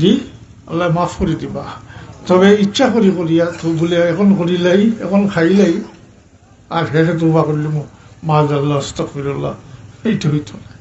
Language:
Sylheti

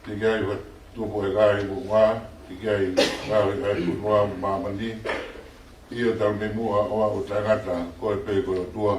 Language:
Tongan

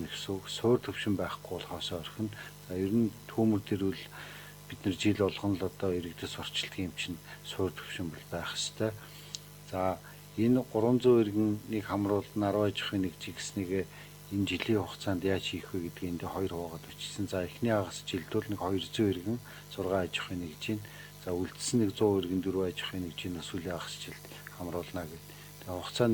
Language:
Mongolian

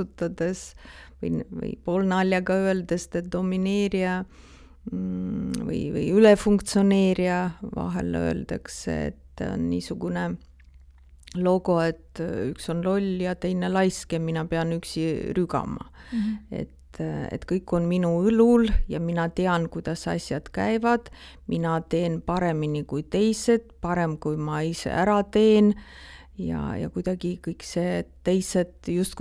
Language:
Estonian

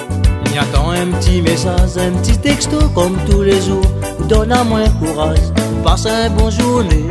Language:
Réunion Creole French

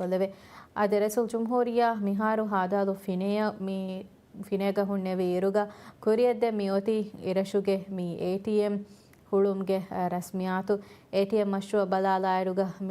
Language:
Divehi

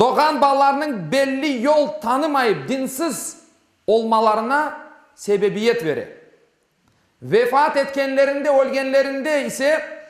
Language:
Crimean Tatar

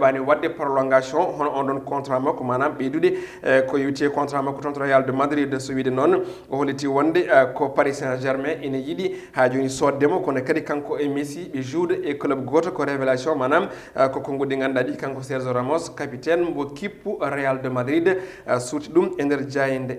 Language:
Fula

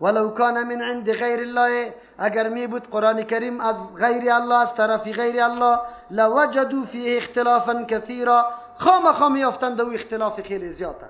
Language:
Persian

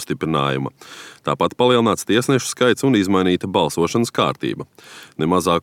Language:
Latvian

